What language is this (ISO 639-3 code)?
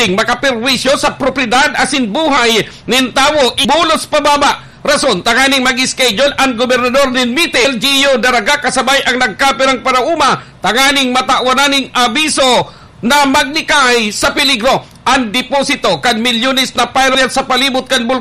bik